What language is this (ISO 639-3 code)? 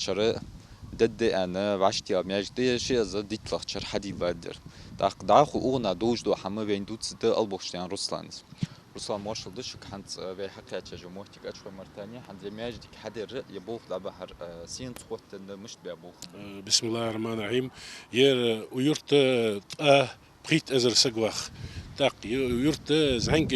inh